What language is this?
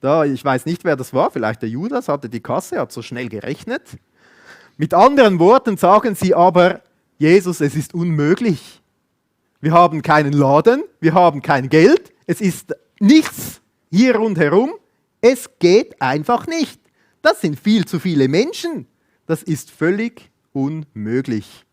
Swiss German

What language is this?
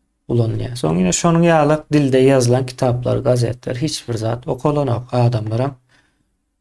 Turkmen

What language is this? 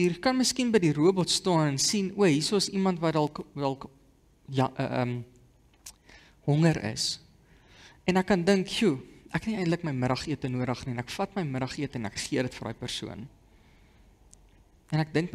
Afrikaans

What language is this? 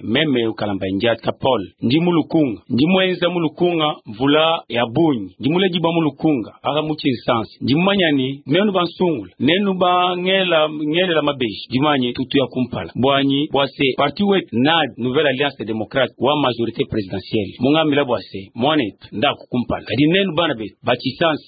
Luba-Lulua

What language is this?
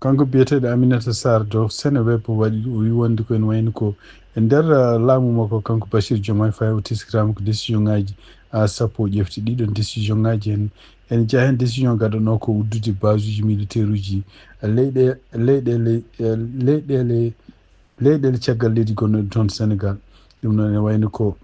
Fula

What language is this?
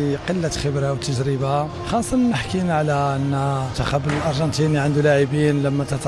Tunisian Arabic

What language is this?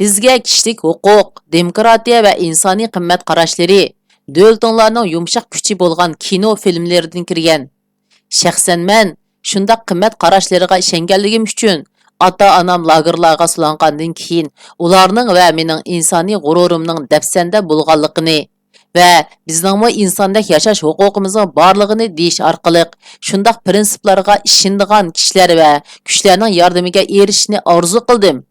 Uyghur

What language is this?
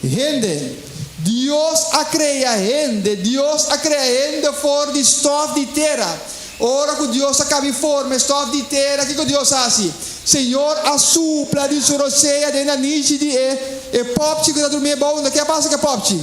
Papiamento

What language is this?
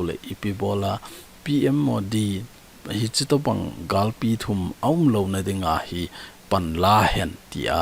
Thado Chin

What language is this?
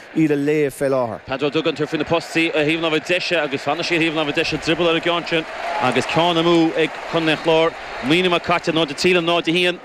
Irish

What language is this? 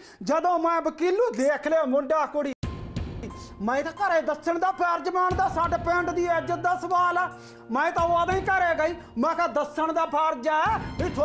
Punjabi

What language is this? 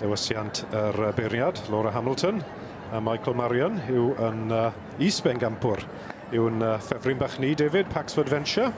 Welsh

